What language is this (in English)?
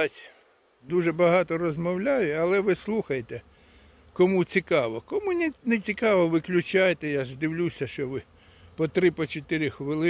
Ukrainian